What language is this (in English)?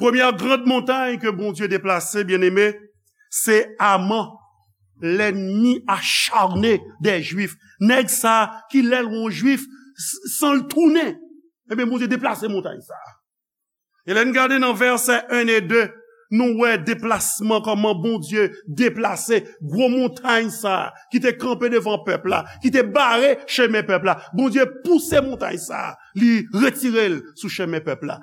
Haitian Creole